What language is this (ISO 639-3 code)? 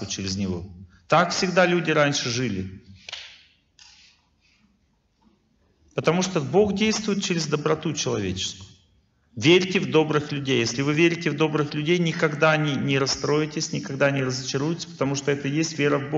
rus